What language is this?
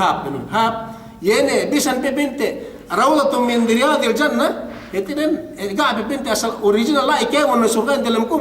Yakan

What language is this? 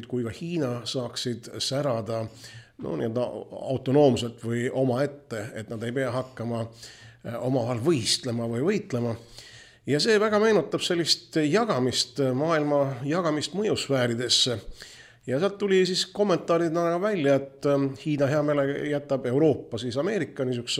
Estonian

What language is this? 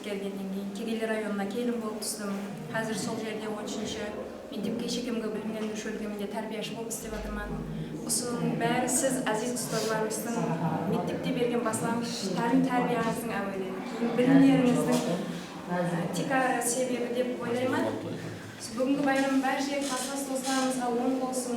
Kara-Kalpak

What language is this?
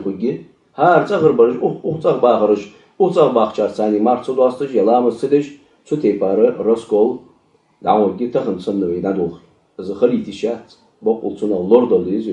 Ingush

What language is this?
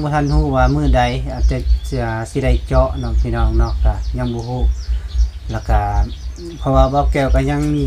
Lao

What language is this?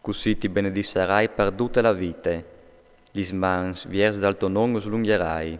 Friulian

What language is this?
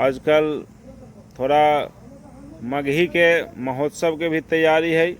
Magahi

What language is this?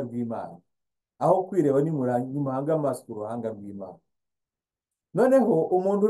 Kinyarwanda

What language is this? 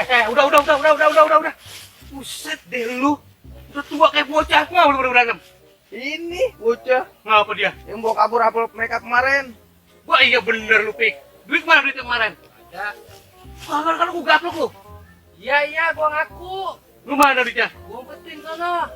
Betawi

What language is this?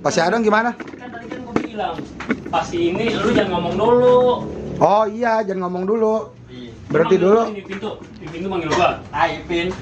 Betawi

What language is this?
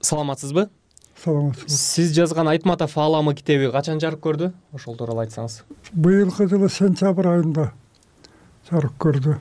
Kyrgyz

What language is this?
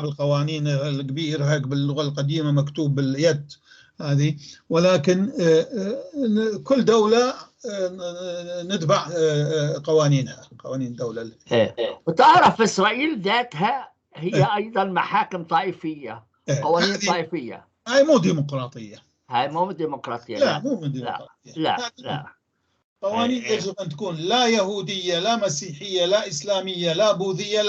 North Levantine Arabic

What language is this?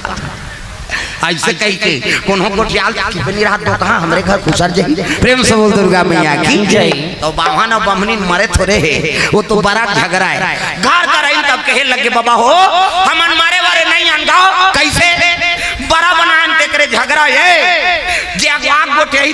Chhattisgarhi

